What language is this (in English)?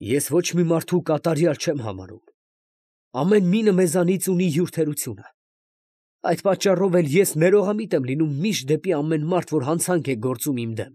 Armenian